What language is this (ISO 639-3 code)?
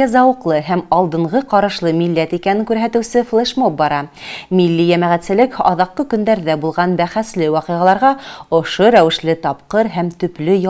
bak